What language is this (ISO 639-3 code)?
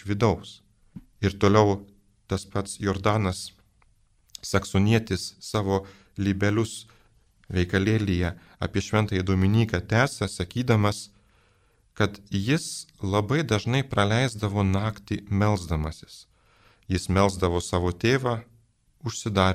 lit